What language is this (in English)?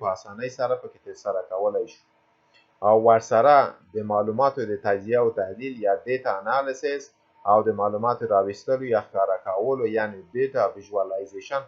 Pashto